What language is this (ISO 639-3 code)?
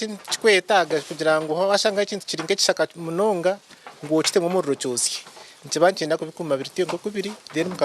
nyn